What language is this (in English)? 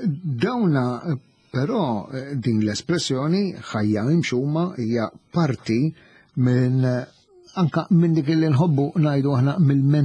Maltese